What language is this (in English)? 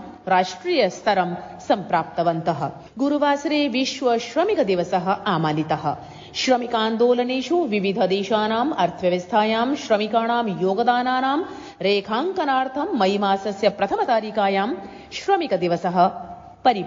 Sanskrit